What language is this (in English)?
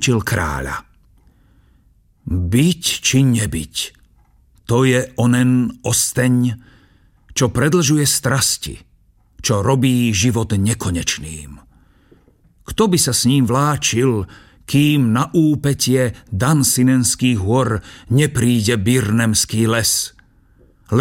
Slovak